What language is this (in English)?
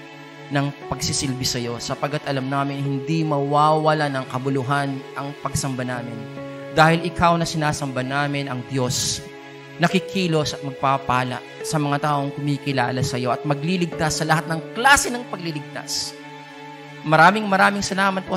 Filipino